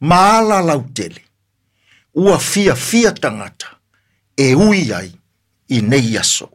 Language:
Samoan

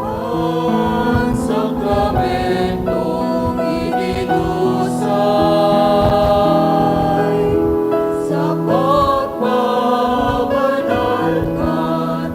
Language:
Bikol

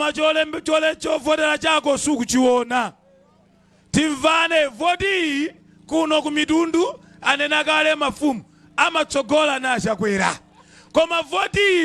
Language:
Nyanja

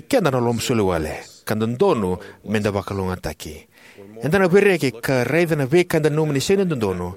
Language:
Fijian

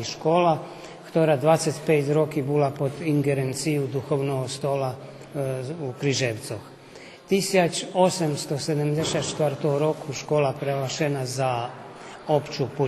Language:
Rusyn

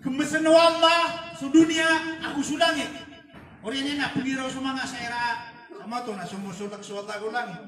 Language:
Maranao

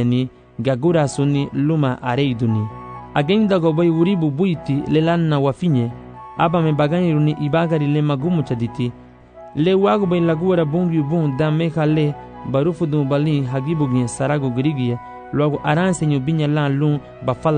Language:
Garifuna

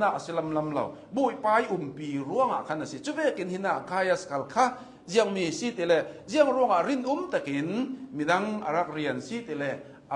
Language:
Hakha Chin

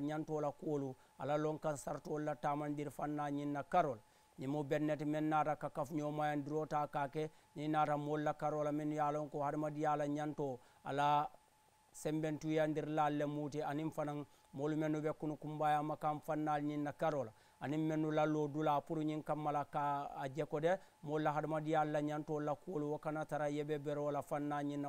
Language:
Mandingo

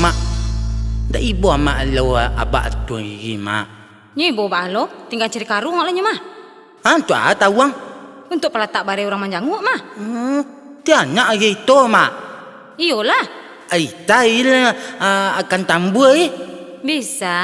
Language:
Minangkabau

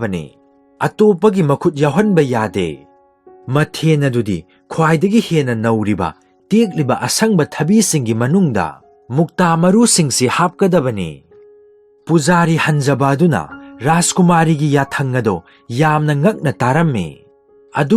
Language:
Manipuri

